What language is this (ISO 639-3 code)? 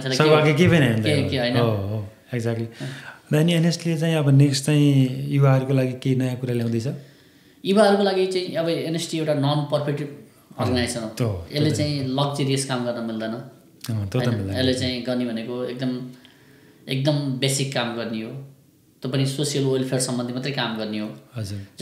nep